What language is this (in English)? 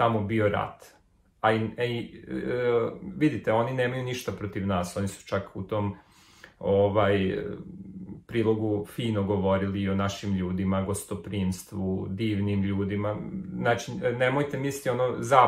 Serbian